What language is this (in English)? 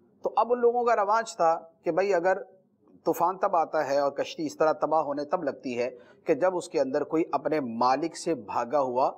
Urdu